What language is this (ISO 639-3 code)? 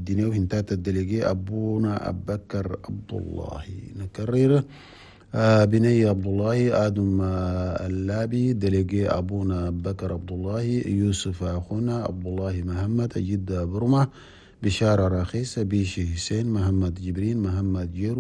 shu